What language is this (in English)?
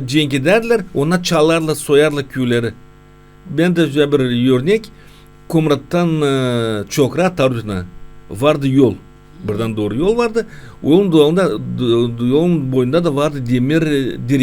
Gagauz